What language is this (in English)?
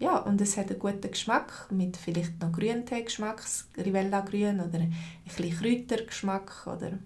Swiss German